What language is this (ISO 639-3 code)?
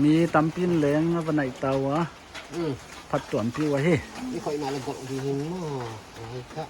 pck